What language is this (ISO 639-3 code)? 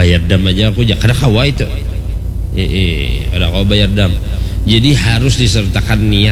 bjn